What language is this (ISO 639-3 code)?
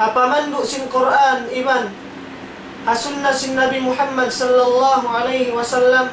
tsg